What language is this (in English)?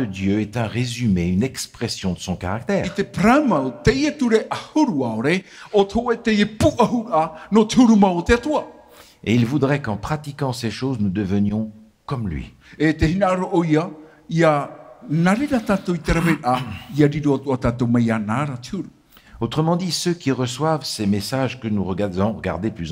Tahitian